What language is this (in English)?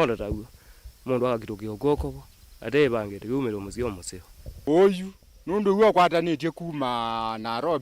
Kamba